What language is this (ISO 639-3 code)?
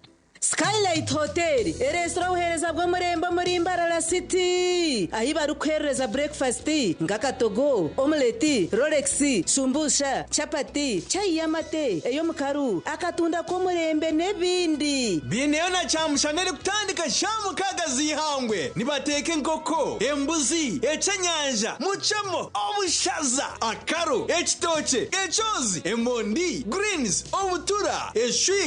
nyn